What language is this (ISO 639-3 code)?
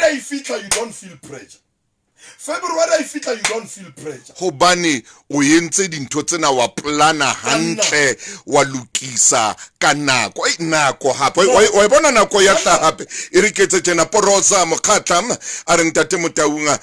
sot